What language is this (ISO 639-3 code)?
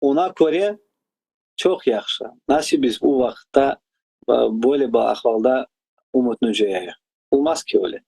crh